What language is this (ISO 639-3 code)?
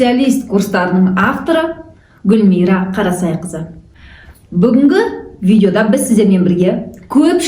kaz